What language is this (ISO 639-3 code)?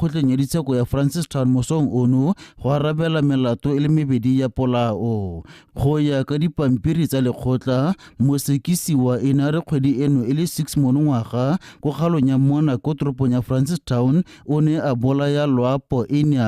tsn